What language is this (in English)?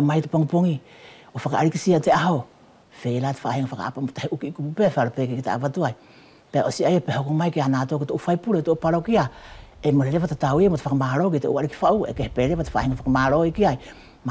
Wallisian